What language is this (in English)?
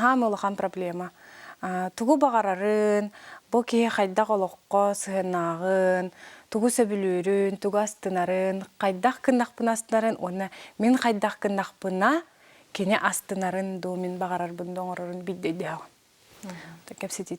Yakut